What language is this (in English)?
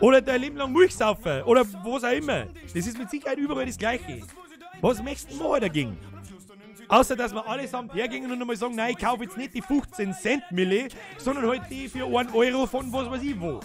Bavarian